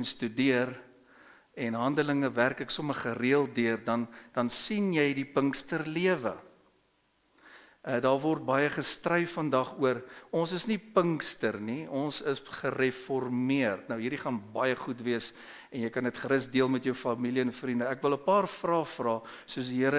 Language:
Afrikaans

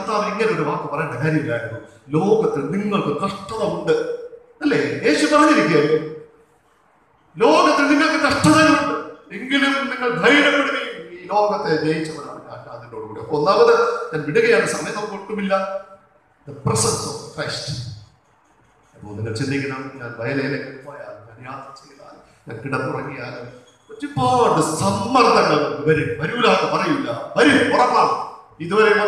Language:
Malayalam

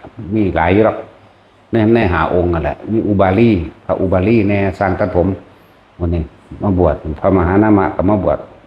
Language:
Northeastern Thai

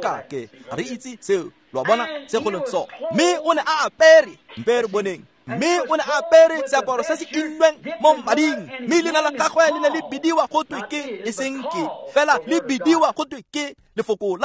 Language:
Tswana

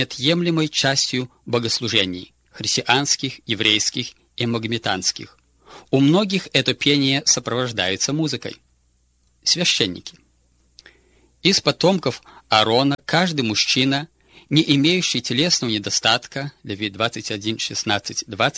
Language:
Russian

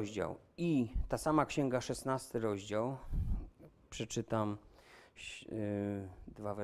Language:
Polish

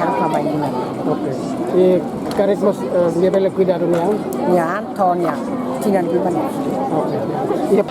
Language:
Tetum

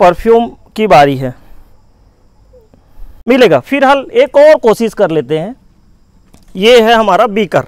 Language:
Hindi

